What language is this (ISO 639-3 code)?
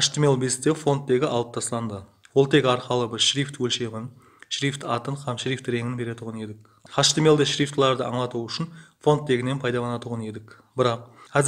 kaa